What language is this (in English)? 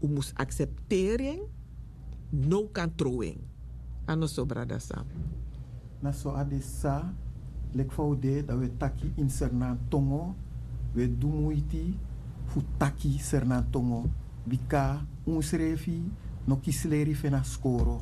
Sranan Tongo